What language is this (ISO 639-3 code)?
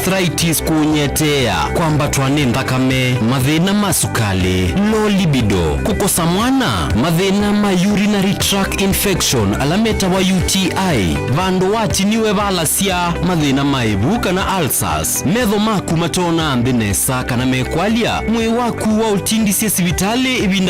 kam